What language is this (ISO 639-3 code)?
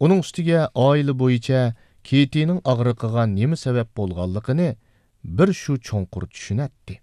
uig